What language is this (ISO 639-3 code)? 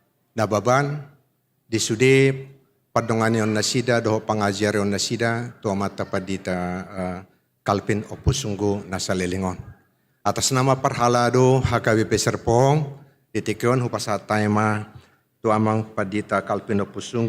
bbc